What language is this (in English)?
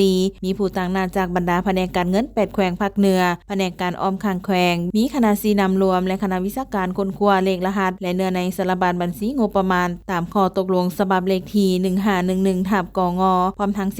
Lao